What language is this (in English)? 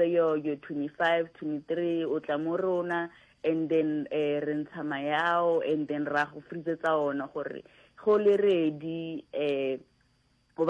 Northern Sotho